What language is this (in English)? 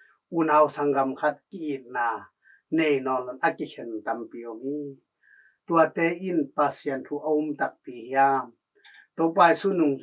Tedim Chin